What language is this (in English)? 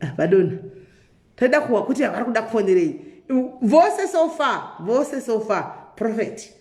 Shona